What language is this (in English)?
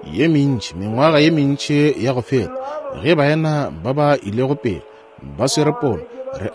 Northern Sotho